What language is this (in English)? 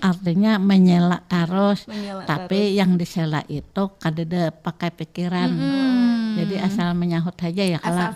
Banjar